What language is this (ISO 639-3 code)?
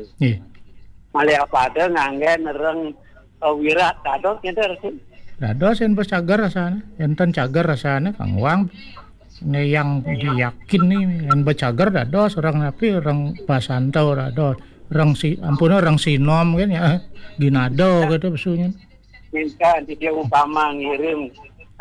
ban